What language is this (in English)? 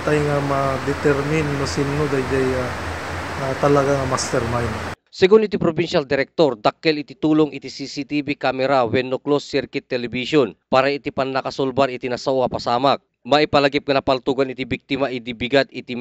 Iloko